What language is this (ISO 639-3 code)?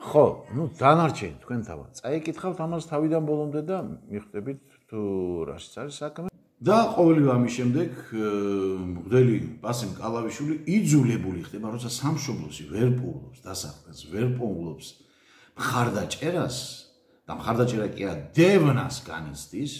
kat